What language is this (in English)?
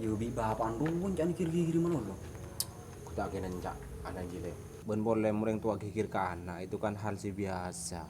Madurese